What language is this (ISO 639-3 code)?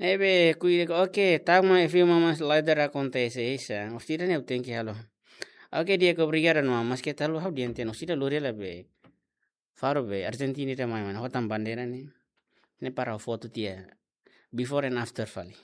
tet